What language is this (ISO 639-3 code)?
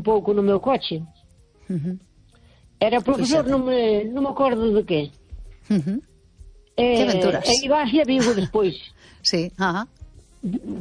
glg